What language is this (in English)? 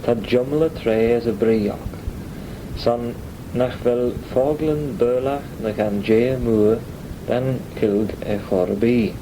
Manx